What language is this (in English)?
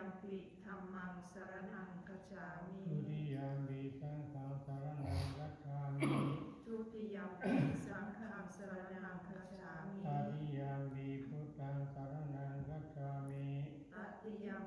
Pali